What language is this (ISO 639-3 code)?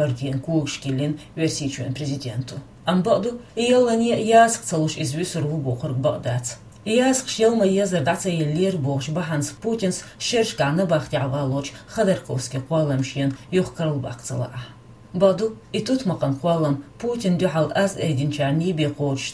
che